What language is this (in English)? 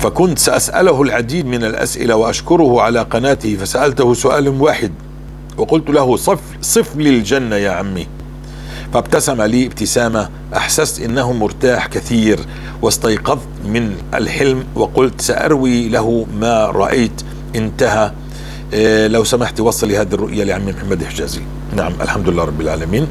North Levantine Arabic